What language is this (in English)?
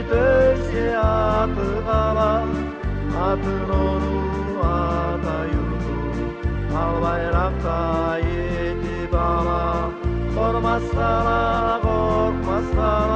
Kumyk